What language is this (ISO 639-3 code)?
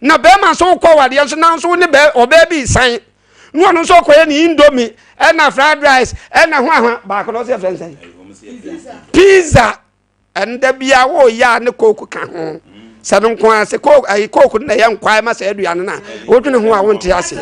aka